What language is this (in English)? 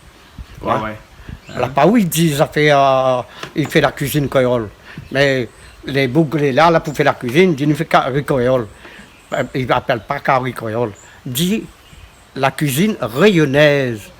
Réunion Creole French